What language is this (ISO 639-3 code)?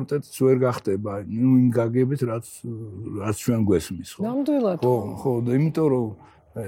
kat